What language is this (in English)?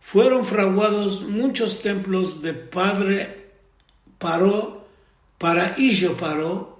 Ladino